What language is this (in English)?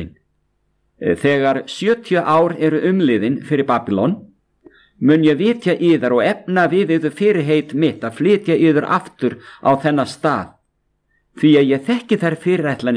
Icelandic